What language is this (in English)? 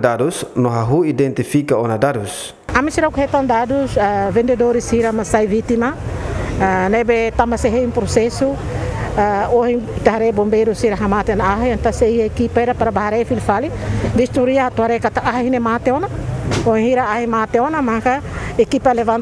Tetum